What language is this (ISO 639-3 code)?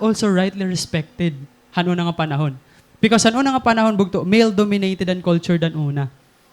war